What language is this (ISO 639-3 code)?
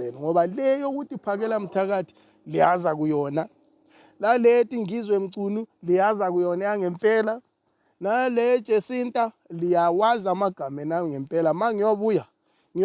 zul